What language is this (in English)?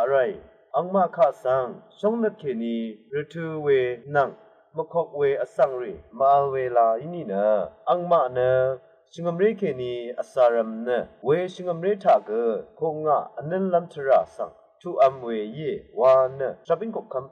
Rawang